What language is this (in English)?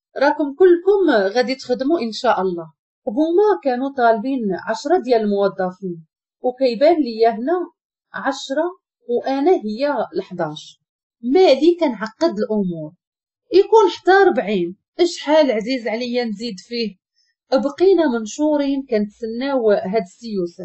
Moroccan Arabic